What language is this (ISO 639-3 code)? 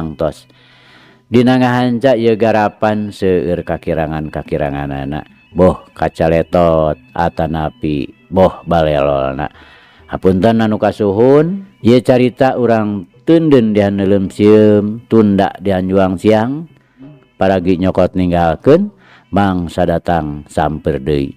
sun